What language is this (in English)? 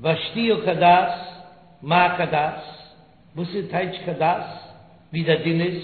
Yiddish